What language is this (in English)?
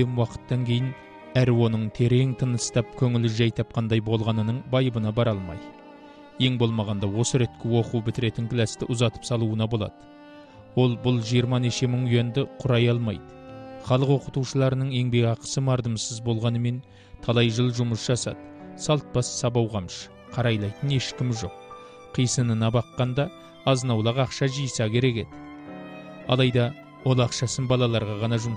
Kazakh